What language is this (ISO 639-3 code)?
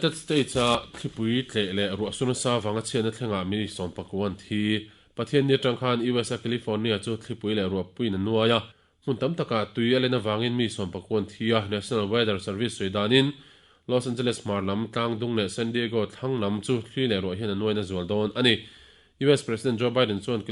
lus